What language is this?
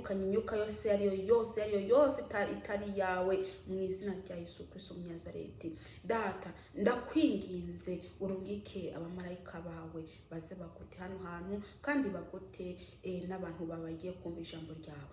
Kinyarwanda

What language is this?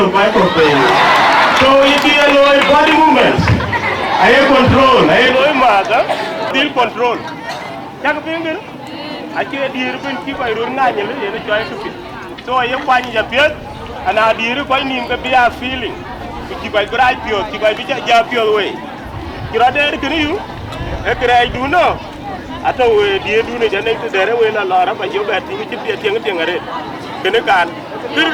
Dinka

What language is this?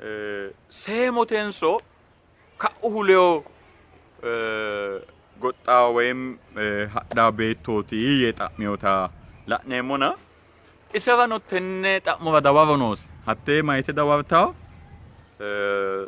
Sidamo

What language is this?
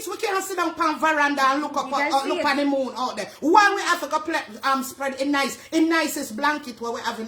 Jamaican Creole English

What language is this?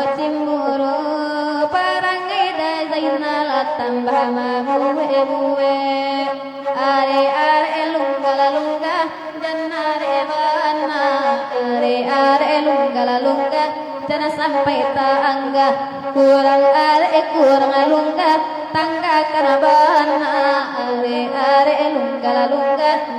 Minangkabau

